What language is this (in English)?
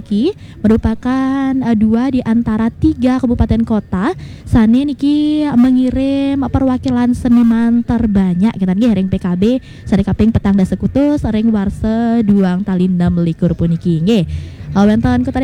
Balinese